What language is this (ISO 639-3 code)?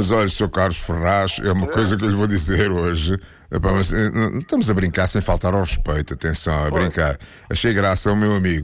por